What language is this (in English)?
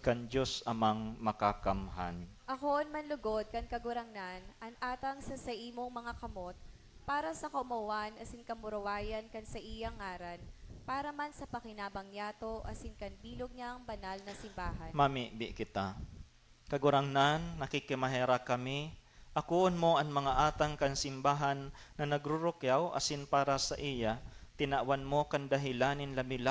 Bikol